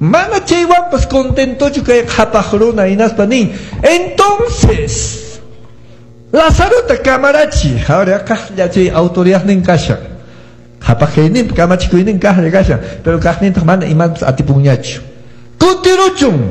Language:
Quechua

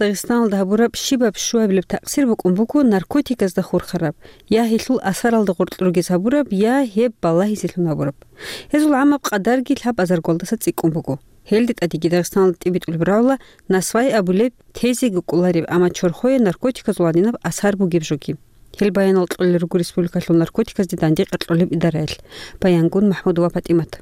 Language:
Avaric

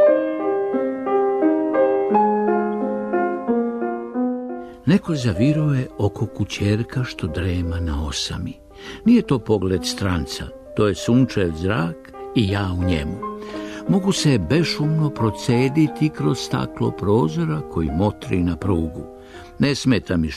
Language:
Serbian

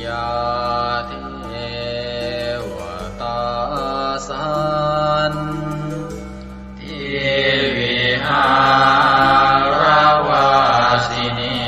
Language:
Pali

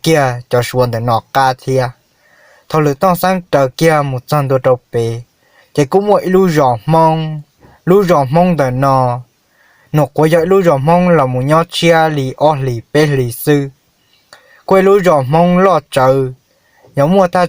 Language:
Hmong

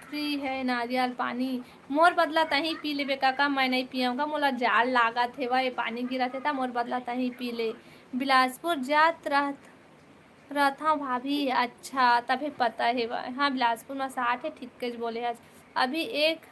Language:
Chhattisgarhi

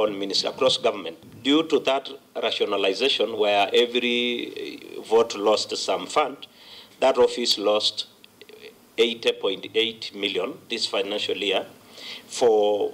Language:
Kamba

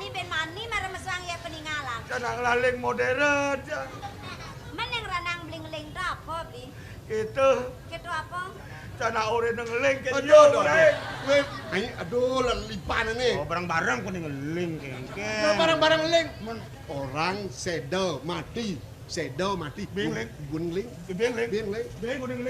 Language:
Balinese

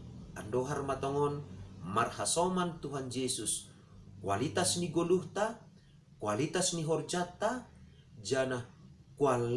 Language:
Batak Simalungun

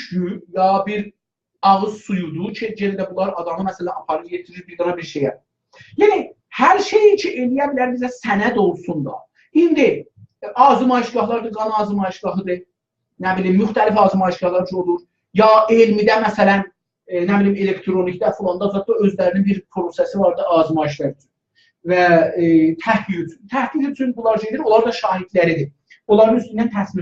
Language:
South Azerbaijani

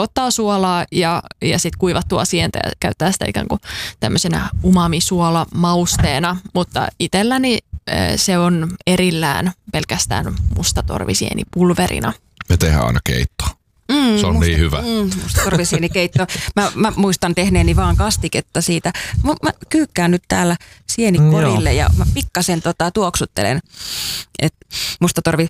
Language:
Finnish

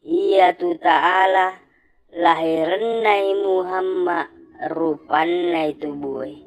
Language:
Buginese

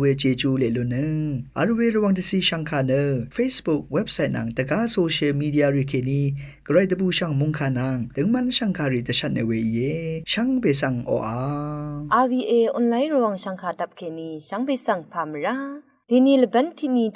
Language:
Rawang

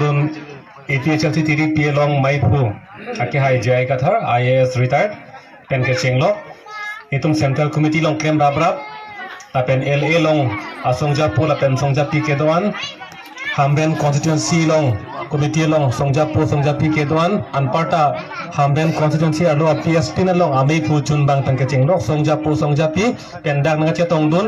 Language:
Karbi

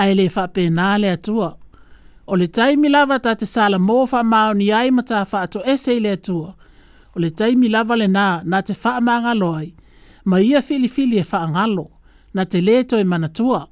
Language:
Samoan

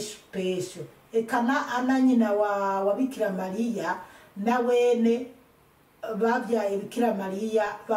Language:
Rundi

